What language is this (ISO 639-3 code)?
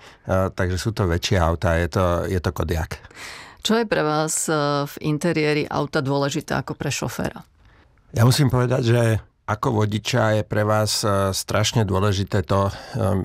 slk